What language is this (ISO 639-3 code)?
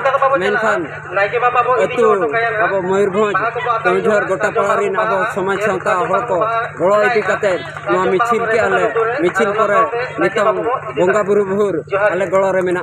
sat